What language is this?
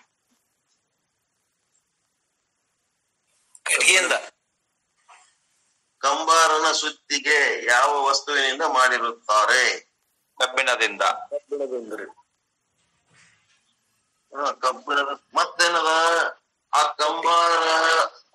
Kannada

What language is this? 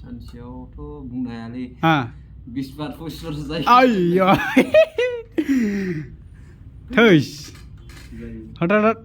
Bodo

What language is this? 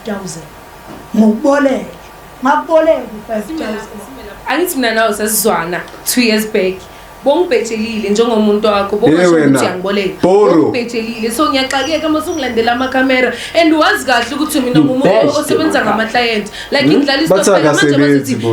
Zulu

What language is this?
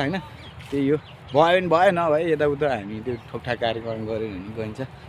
Nepali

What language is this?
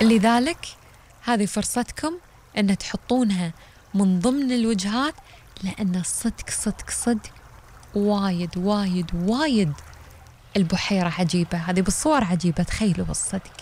Gulf Arabic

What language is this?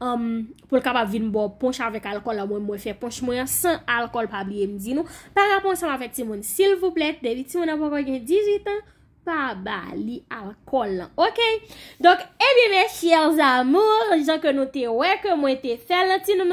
Haitian Creole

